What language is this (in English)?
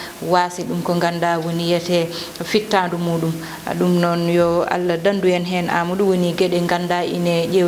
Fula